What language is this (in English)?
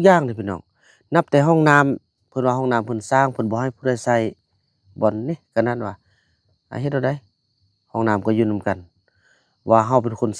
Lao